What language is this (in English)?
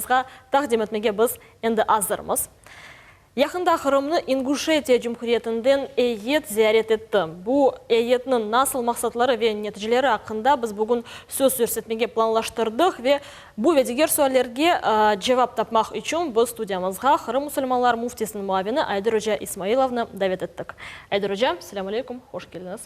Crimean Tatar